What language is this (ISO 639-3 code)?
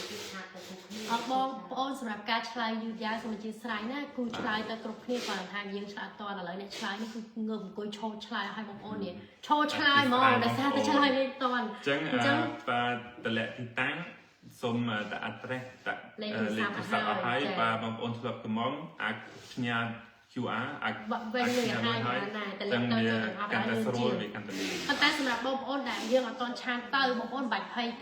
khm